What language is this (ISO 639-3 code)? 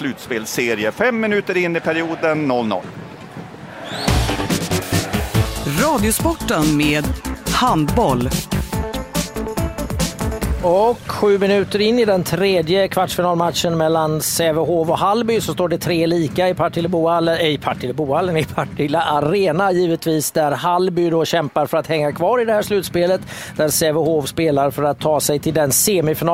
swe